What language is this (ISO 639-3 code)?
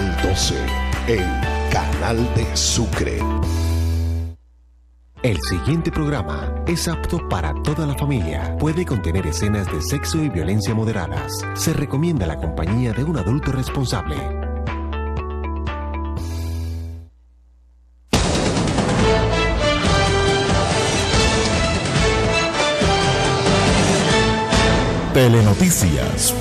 spa